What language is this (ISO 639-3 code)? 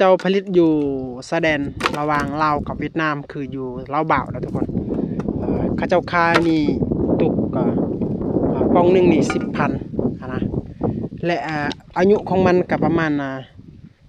lao